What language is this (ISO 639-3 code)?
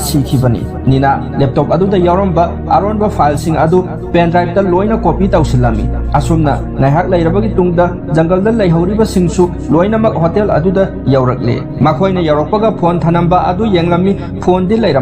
mni